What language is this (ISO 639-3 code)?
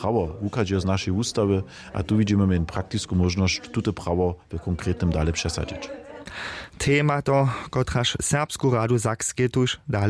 hsb